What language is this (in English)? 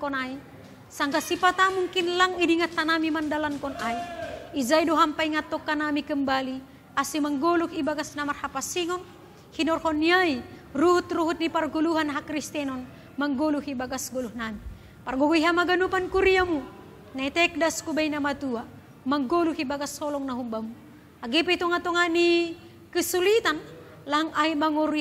Batak Simalungun